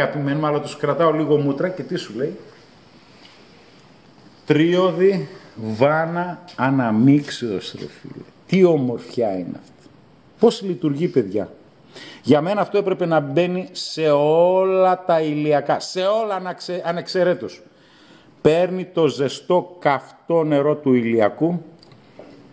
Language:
Greek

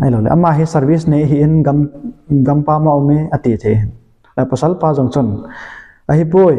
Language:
Thado Chin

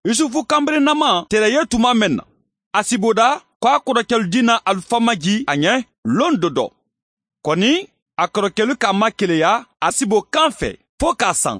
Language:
Bambara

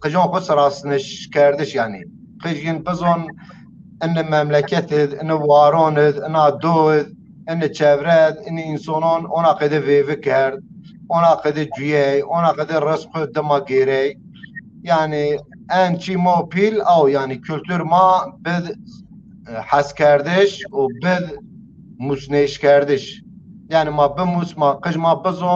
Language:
Zaza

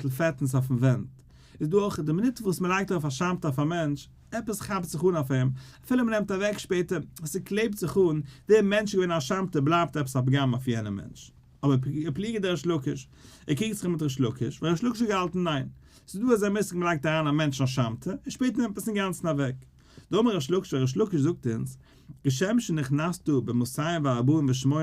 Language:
Yiddish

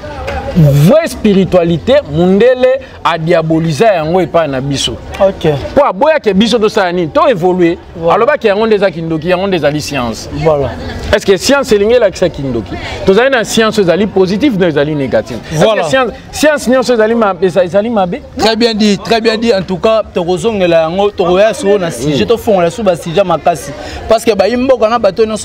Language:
Lingala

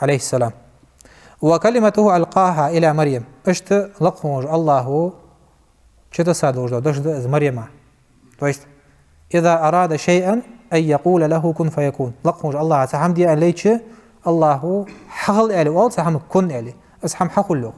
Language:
Ingush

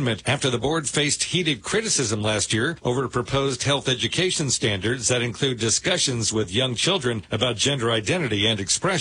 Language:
English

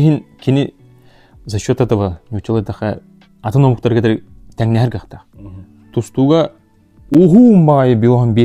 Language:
Yakut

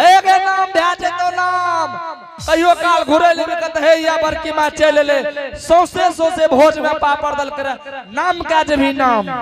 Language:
Angika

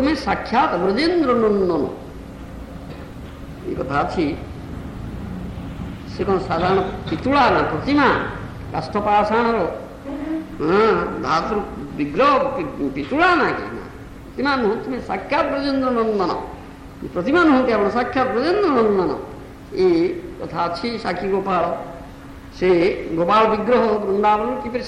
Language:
Odia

